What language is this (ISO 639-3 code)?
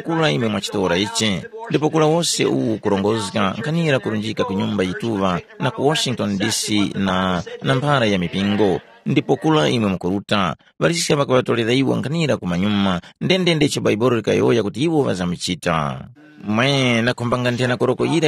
tum